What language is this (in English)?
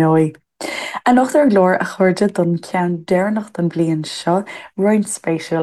Irish